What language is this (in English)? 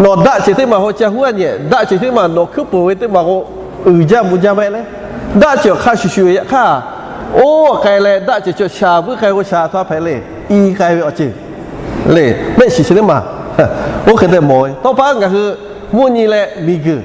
Lahu